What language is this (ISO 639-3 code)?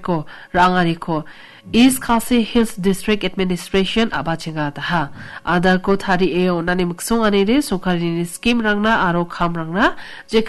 grt